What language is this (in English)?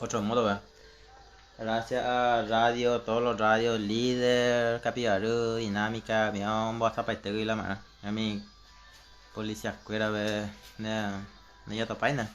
Guarani